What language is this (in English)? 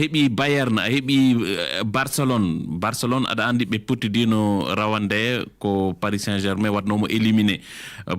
Fula